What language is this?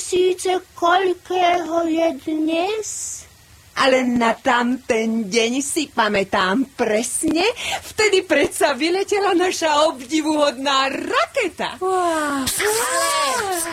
Slovak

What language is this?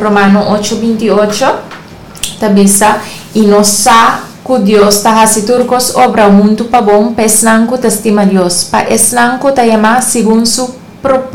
Papiamento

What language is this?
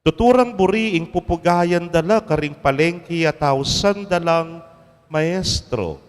Pampanga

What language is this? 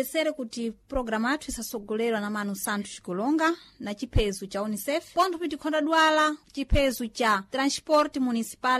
Sena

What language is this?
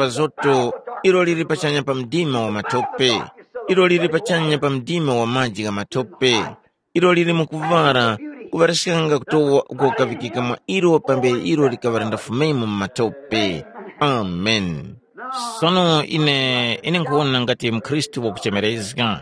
Tumbuka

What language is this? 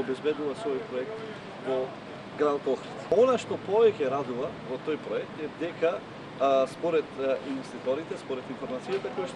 Macedonian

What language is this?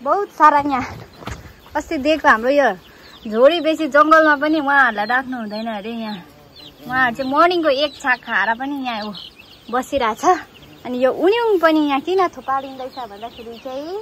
Nepali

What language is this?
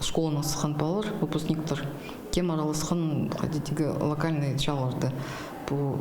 Khakas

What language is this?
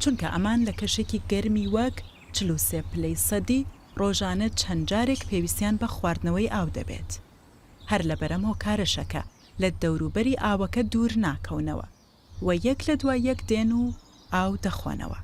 Central Kurdish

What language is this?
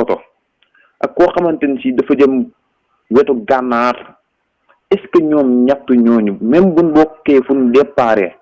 Wolof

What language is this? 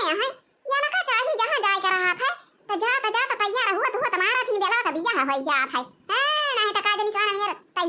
Awadhi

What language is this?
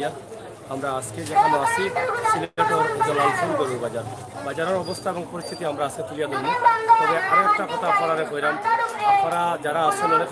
Sylheti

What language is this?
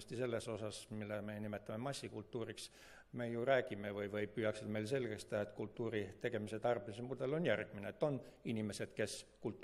Estonian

